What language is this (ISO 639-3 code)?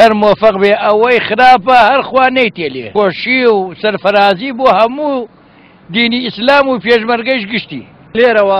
ckb